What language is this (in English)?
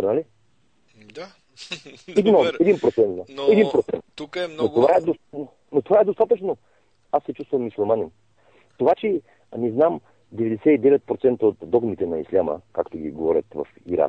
Bulgarian